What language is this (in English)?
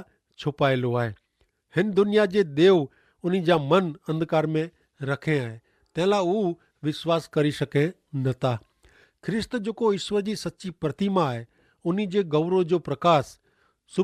Kachhi